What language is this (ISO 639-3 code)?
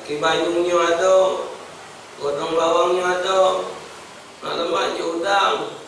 mui